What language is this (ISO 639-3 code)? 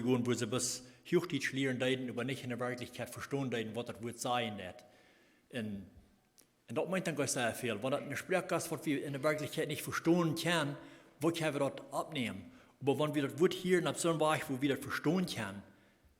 pdt